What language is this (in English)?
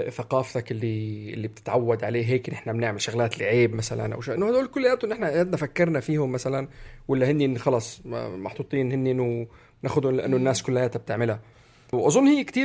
North Levantine Arabic